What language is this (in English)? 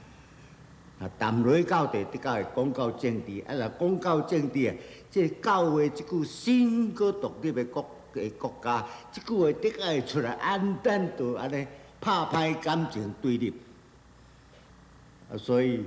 Min Nan Chinese